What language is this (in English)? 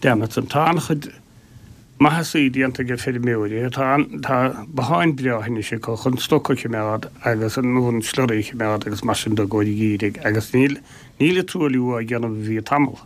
Irish